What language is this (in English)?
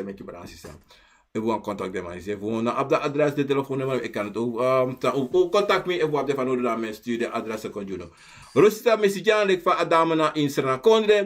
Sranan Tongo